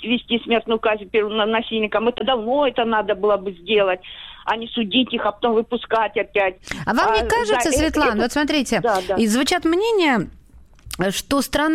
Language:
Russian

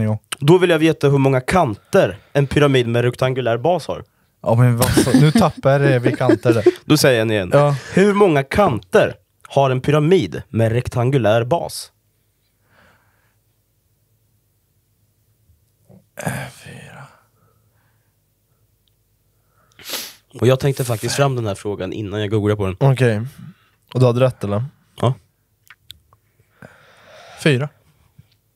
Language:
Swedish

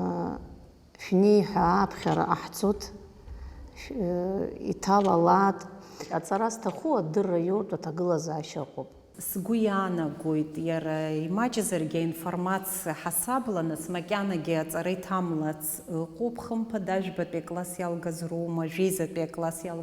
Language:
Abkhazian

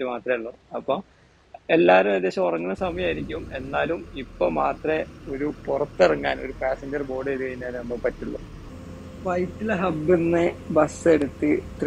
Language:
Malayalam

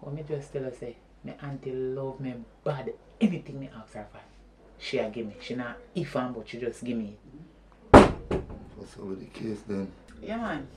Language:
Jamaican Creole English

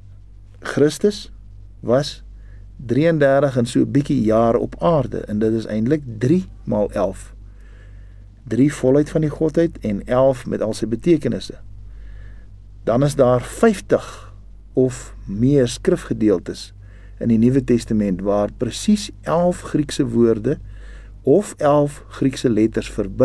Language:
Afrikaans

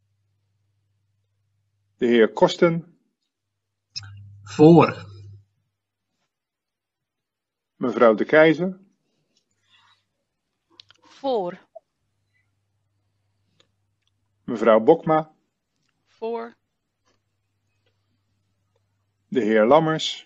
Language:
Dutch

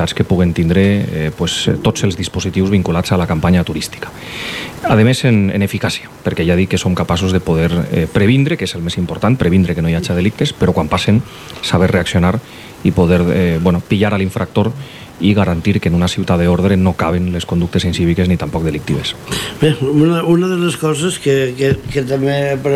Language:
Catalan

